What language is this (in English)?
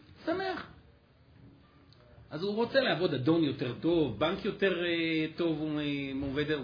Hebrew